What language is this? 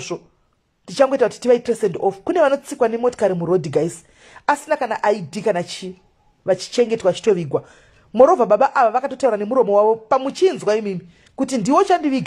Shona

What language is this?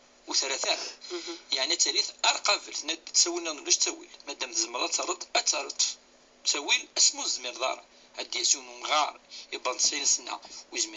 Kabyle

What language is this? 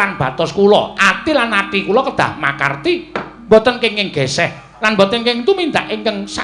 Javanese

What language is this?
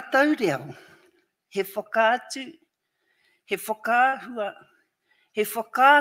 Māori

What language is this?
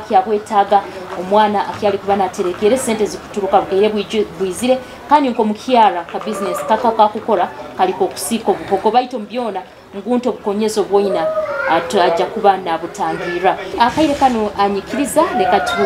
Nyoro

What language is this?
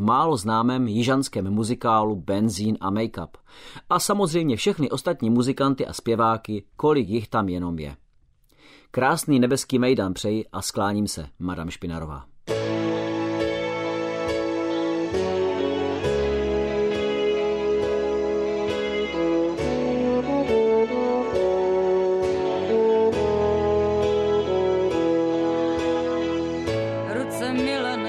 Czech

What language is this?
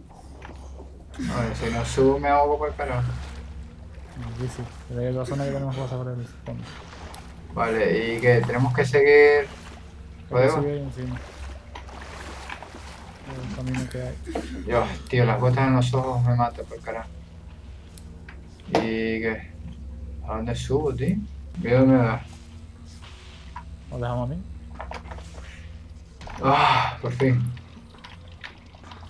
Spanish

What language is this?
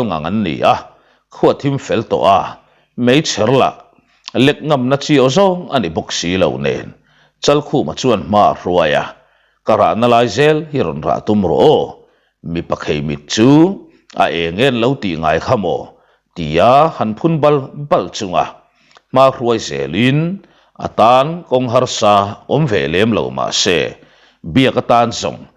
Mizo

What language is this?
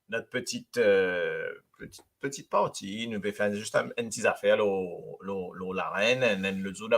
Morisyen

